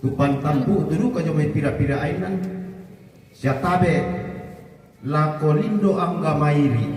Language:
Toraja-Sa'dan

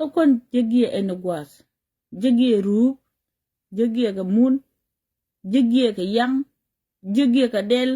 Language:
Nuer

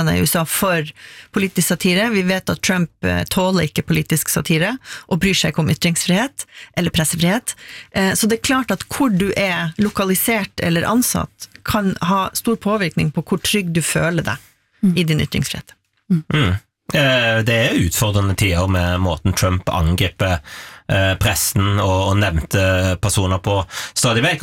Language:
Norwegian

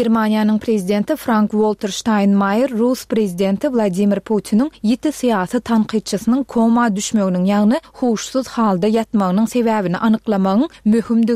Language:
Turkmen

